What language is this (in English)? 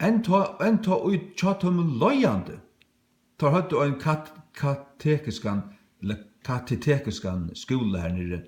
Faroese